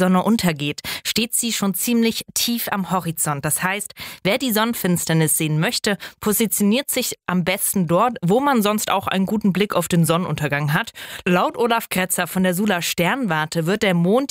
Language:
German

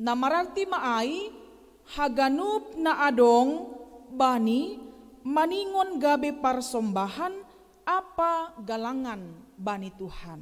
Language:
Batak Simalungun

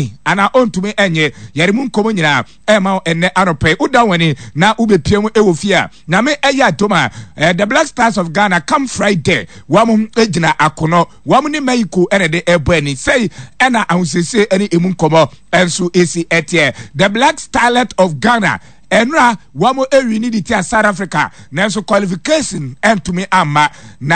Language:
Akan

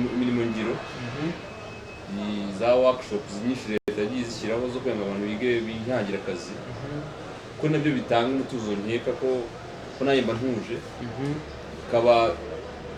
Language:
Kinyarwanda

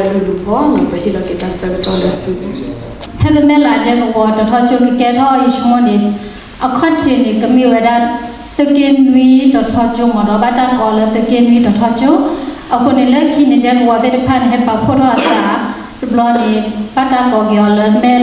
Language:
S'gaw Karen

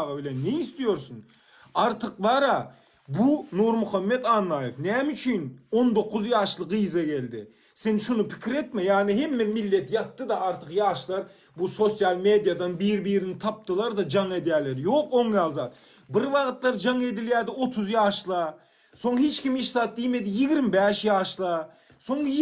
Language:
Turkmen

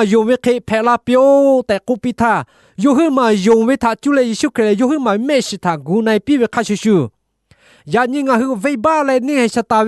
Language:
Lahu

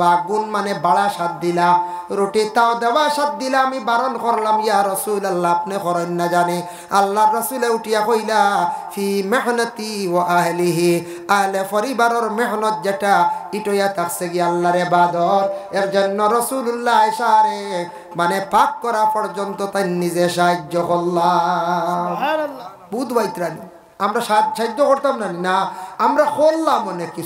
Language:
Sylheti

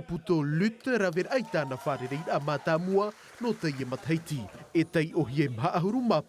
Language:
Tahitian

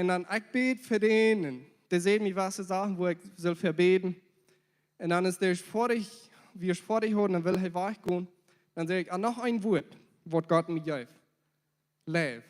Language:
Plautdietsch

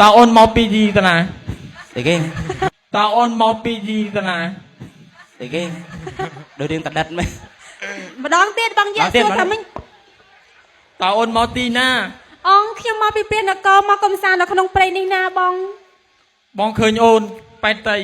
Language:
Khmer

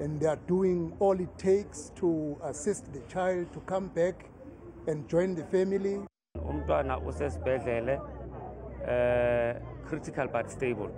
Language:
Zulu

